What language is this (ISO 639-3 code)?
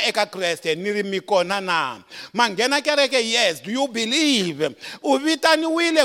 tso